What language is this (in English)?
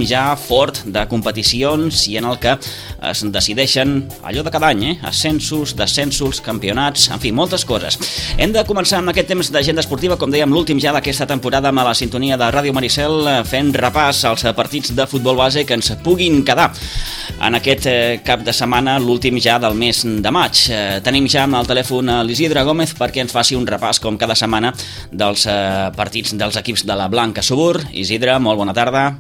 Catalan